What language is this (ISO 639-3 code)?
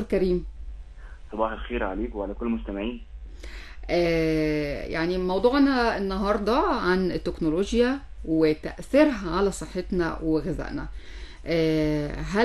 arz